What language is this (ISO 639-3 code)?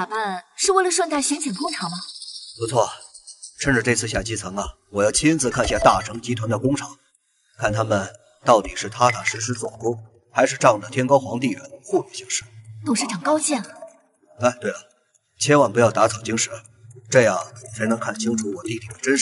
zho